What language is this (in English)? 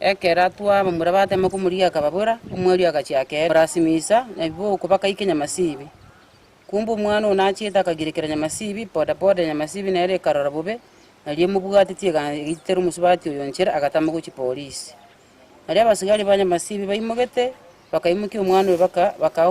Gusii